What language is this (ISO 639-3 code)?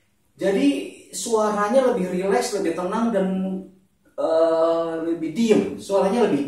ind